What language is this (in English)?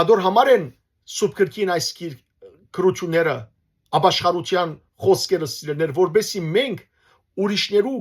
Western Armenian